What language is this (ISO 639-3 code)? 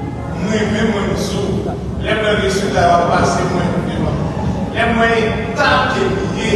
hat